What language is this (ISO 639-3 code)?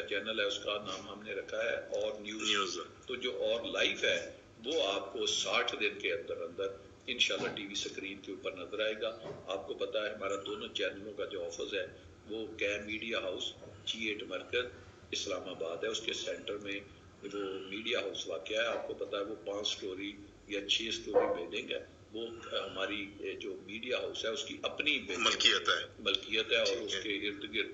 urd